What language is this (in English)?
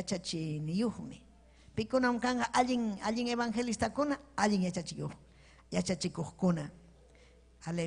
Ayacucho Quechua